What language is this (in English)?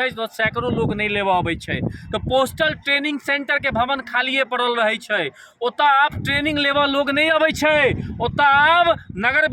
Maithili